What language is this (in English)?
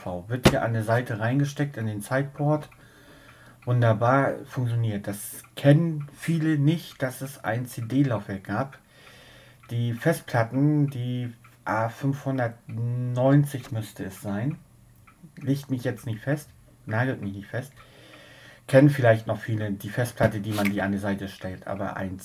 German